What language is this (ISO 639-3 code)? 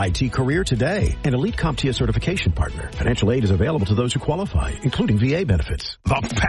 eng